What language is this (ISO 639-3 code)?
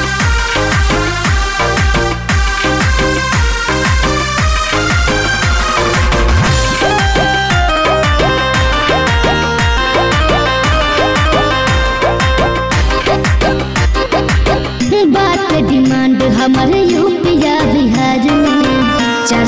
bho